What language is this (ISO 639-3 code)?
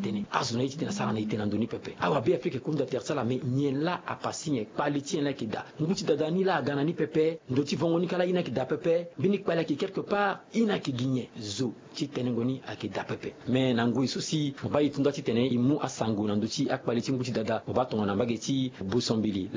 sag